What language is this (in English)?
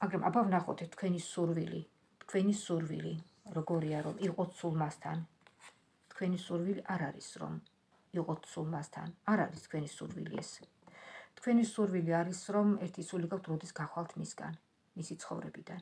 Georgian